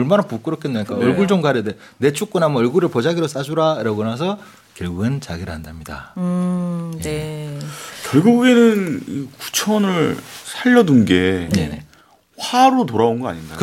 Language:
Korean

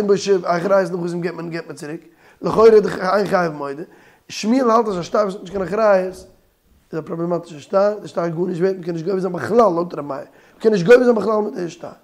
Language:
Yiddish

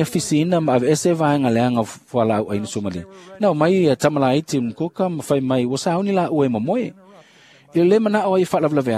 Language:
Samoan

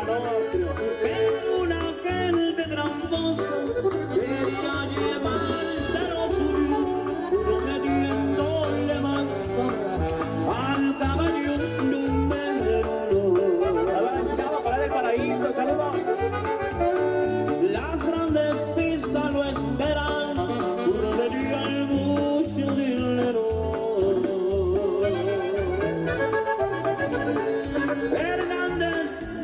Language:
Spanish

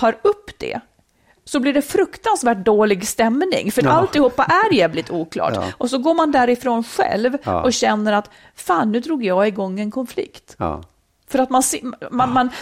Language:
Swedish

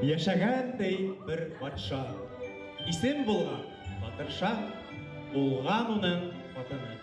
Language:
Bashkir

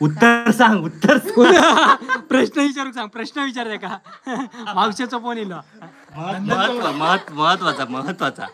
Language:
Konkani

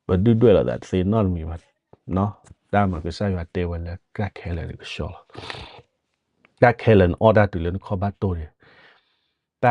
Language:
S'gaw Karen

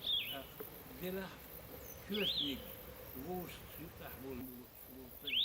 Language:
Chechen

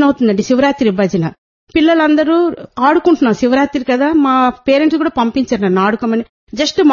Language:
Telugu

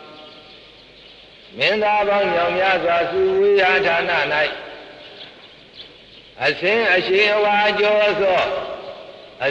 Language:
Burmese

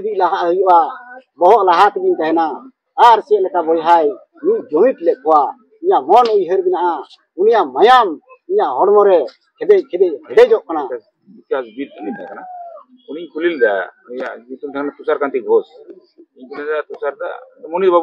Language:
Santali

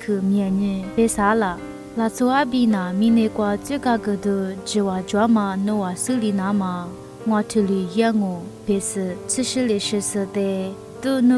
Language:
Lisu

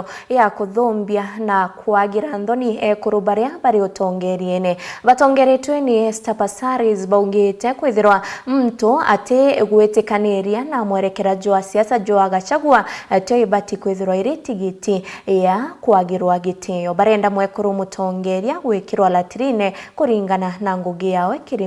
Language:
Meru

